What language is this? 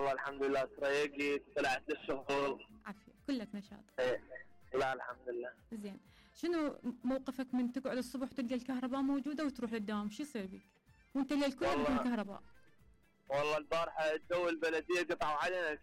Mesopotamian Arabic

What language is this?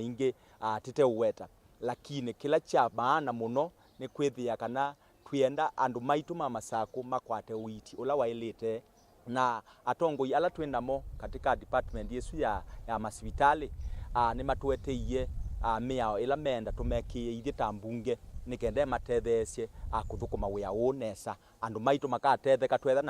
Kamba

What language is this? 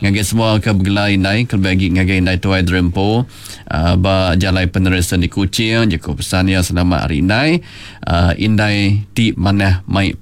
Iban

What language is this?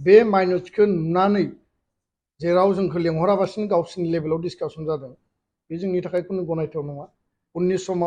Bodo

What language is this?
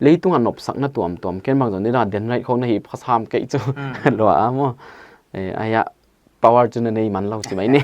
Paite Chin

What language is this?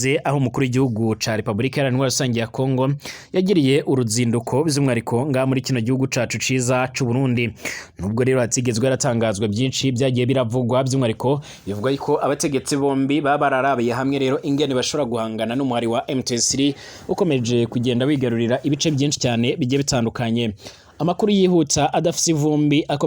Rundi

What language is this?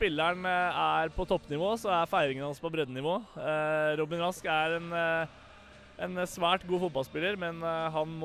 Norwegian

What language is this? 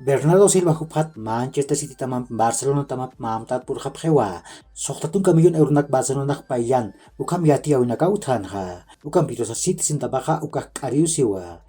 Aymara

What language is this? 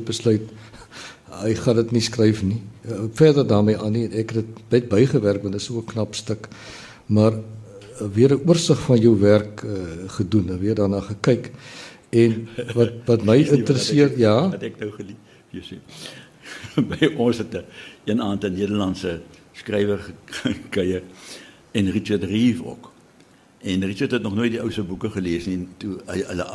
Afrikaans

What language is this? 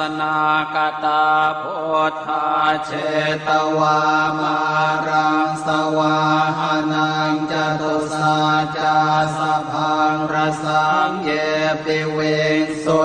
Pali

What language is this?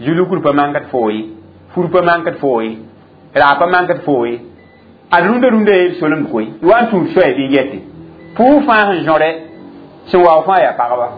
Mossi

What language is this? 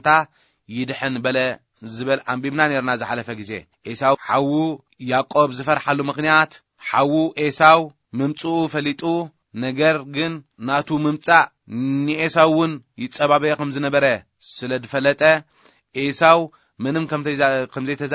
Tigrinya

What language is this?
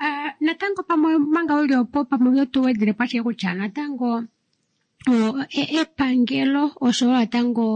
Kuanyama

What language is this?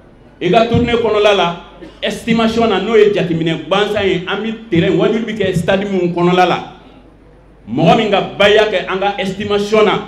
Bambara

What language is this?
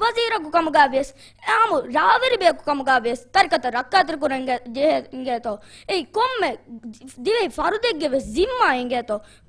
Divehi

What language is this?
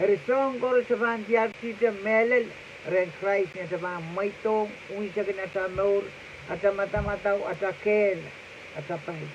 Pohnpeian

